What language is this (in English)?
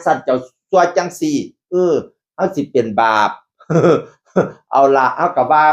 Northeastern Thai